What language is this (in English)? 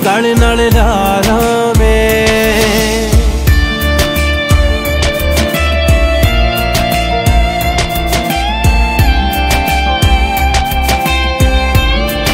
Punjabi